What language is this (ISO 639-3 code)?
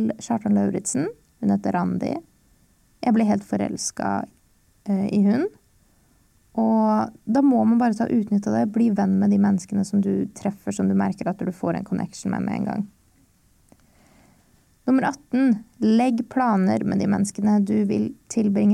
nor